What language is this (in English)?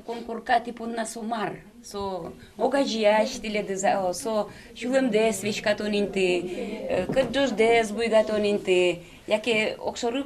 Udmurt